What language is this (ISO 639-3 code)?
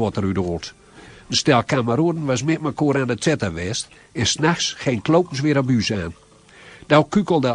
gos